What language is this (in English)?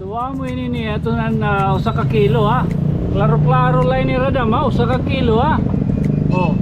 Waray